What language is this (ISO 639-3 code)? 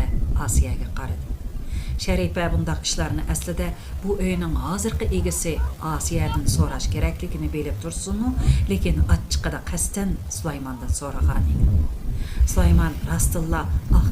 uig